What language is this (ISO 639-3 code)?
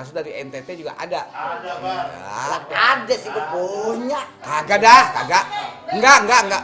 bew